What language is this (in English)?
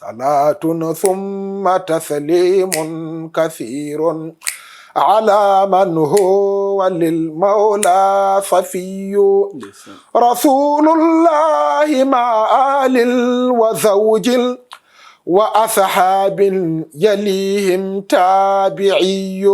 Fula